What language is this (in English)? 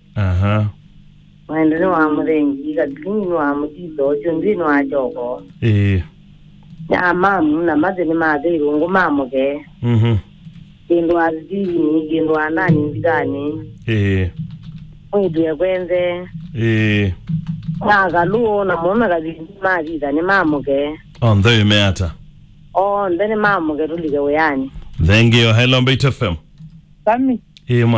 Kamba